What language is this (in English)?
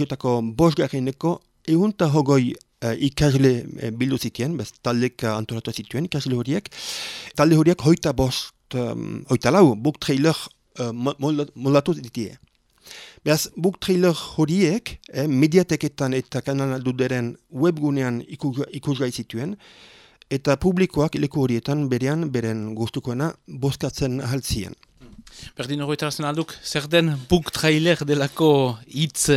Basque